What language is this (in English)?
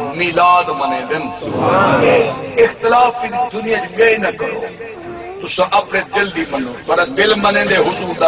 Saraiki